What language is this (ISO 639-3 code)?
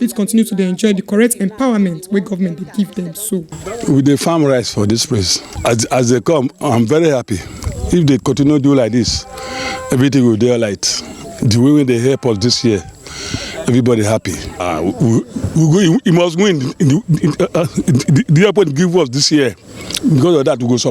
pcm